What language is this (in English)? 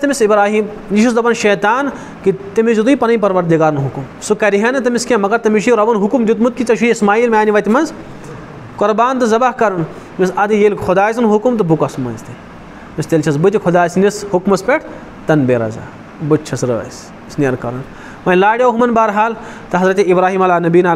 Kashmiri